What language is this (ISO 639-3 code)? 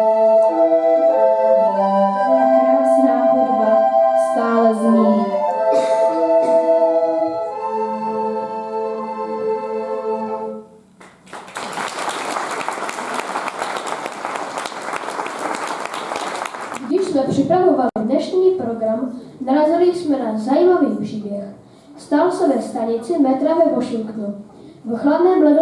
ces